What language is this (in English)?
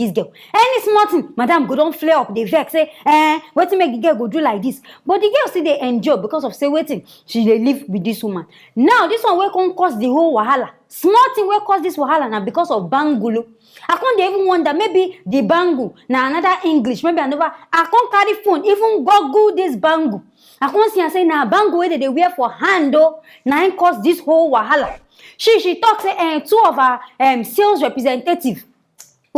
Nigerian Pidgin